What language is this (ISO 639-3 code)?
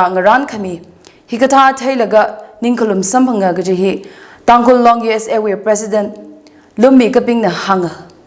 nmf